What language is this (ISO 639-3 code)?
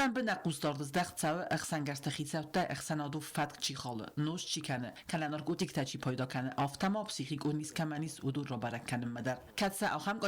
oss